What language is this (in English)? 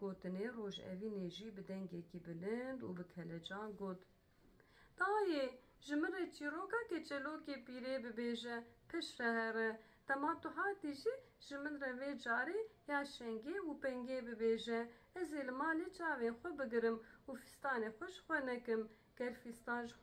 Kurdish